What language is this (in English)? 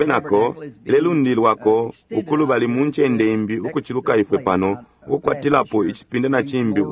Bemba